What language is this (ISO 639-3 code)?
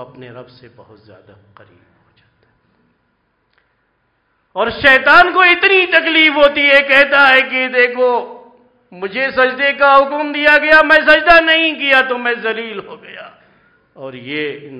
urd